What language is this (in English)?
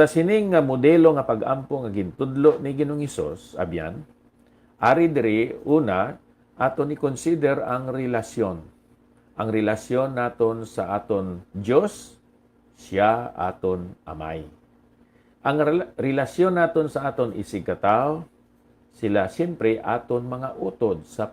Hiligaynon